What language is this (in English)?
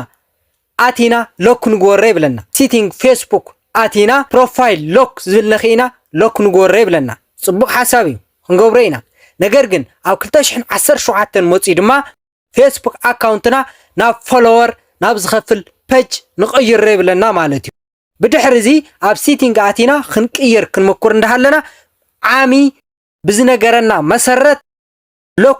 Tigrinya